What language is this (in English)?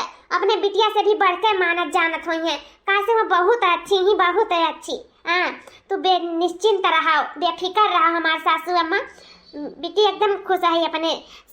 Awadhi